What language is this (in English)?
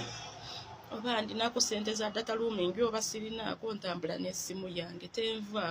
Ganda